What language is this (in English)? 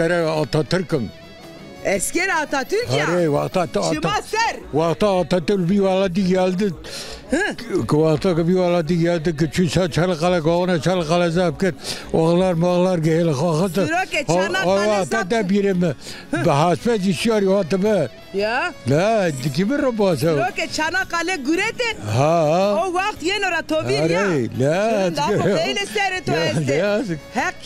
Zaza